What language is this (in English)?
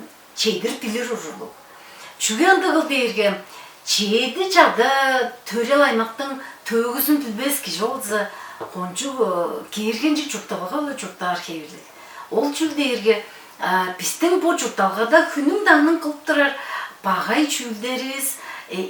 Tuvinian